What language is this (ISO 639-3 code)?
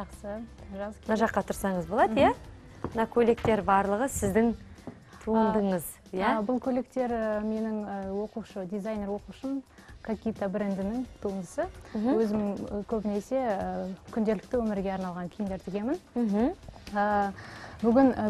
kaz